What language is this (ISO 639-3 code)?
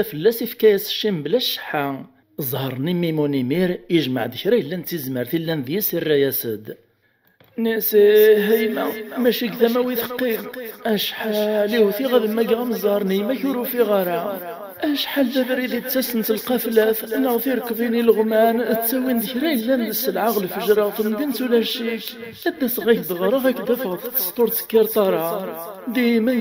kab